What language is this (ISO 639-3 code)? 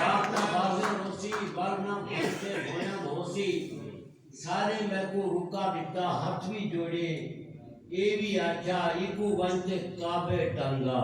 skr